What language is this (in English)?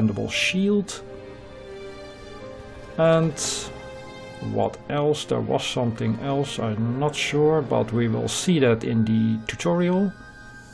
English